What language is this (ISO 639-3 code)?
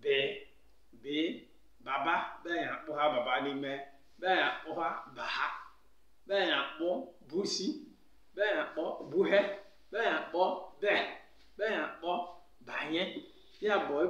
ibo